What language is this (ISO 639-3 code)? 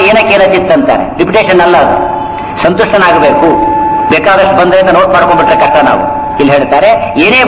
kan